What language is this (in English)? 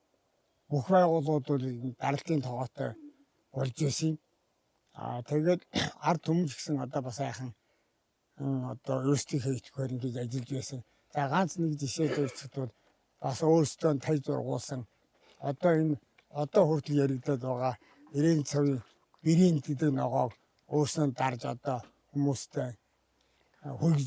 Mongolian